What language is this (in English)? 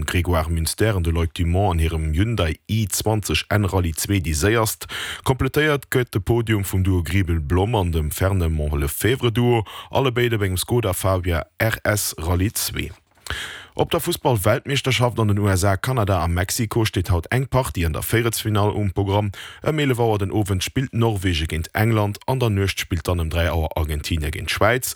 Luxembourgish